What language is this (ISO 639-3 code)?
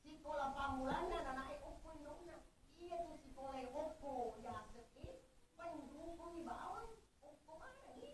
bug